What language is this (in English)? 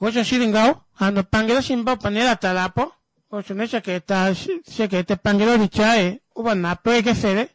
Kuanyama